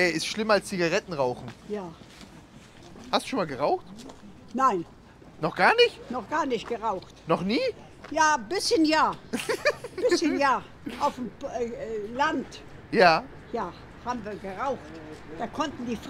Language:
German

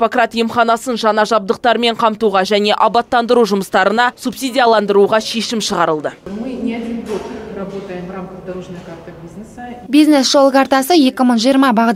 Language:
Kazakh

